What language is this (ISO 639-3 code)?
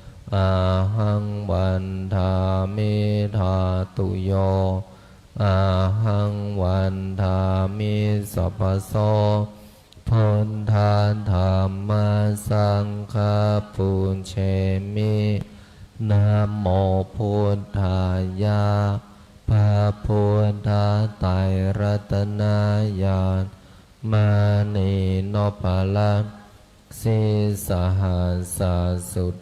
pli